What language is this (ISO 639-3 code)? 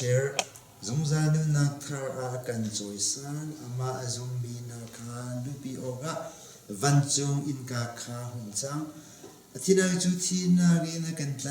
cnh